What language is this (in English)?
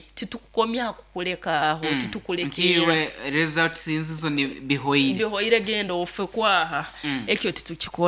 Nyoro